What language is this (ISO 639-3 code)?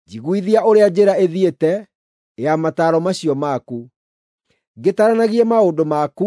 kik